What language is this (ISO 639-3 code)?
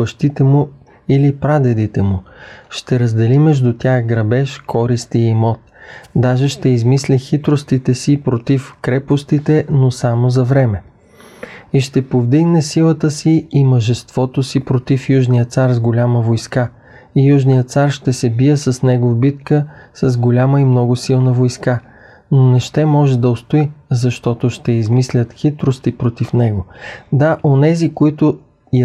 bul